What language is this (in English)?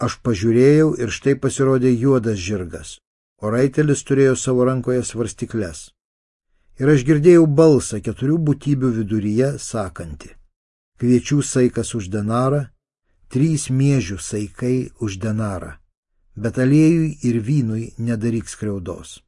Lithuanian